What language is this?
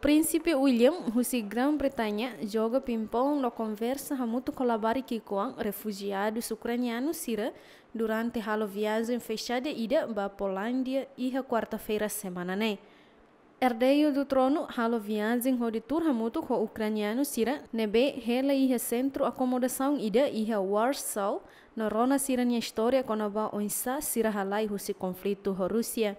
Tetum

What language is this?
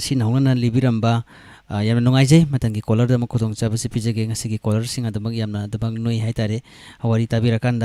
Manipuri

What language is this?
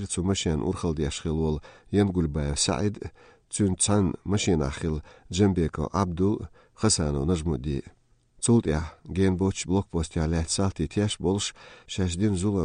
Chechen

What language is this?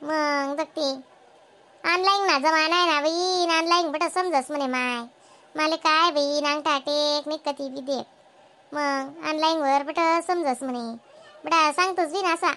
Khandesi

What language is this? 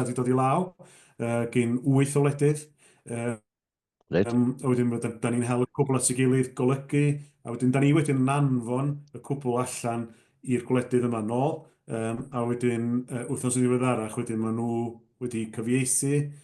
Welsh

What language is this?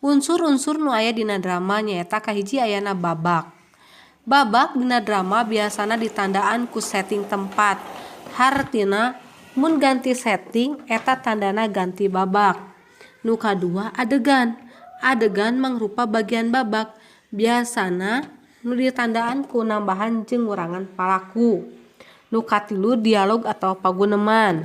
Sundanese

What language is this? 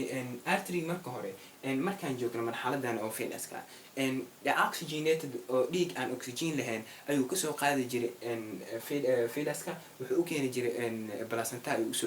Somali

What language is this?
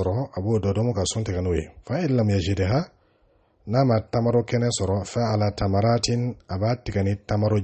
Dyula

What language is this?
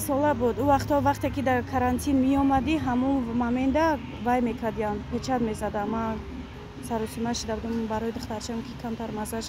Tajik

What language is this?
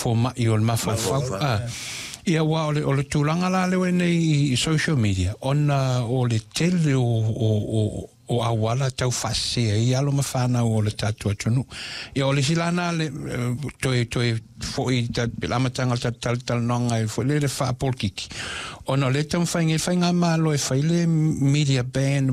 Samoan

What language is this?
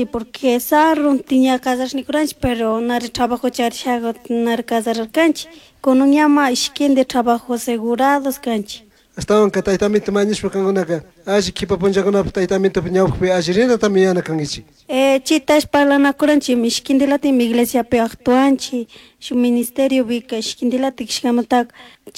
Chimborazo Highland Quichua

